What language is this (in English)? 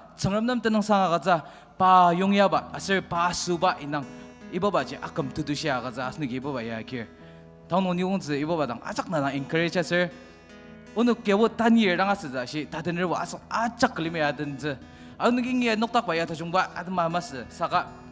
Ao Naga